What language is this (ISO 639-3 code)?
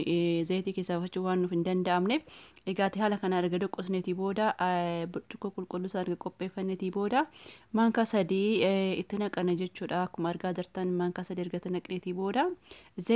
orm